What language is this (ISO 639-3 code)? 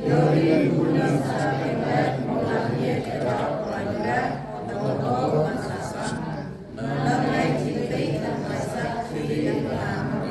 cmo